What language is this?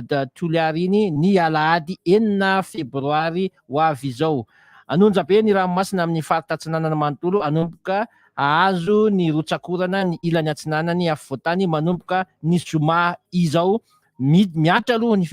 Malagasy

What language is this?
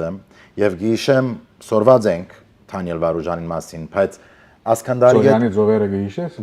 Western Armenian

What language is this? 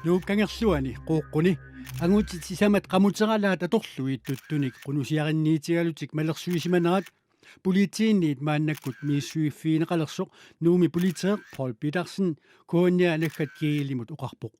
Kalaallisut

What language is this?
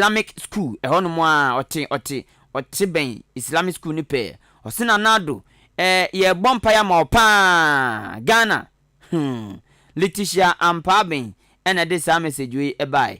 Akan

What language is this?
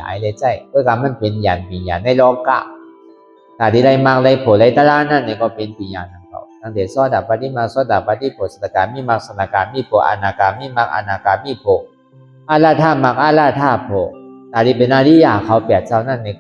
Shan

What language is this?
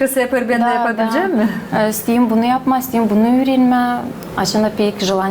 Gagauz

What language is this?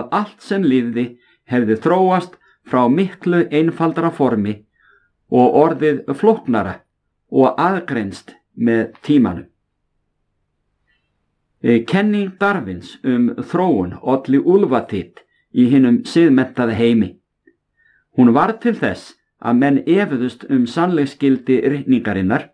Icelandic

